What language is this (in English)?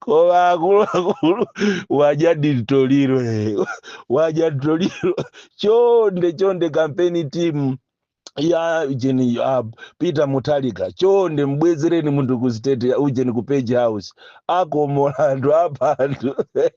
Nyanja